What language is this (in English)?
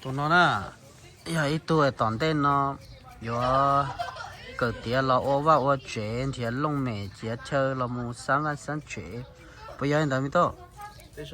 Hmong